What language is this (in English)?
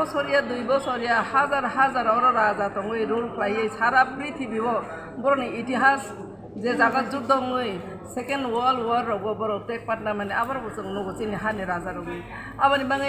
Kok Borok